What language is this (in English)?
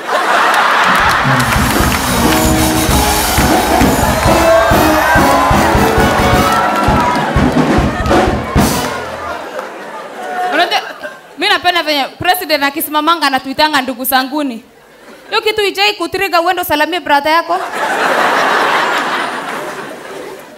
Swahili